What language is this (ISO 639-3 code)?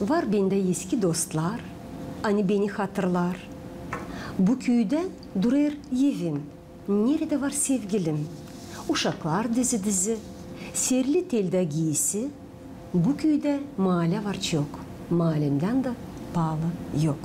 gag